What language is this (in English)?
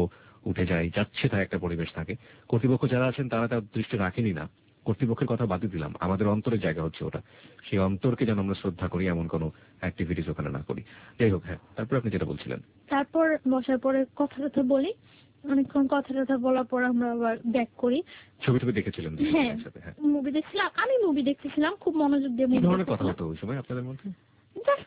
Bangla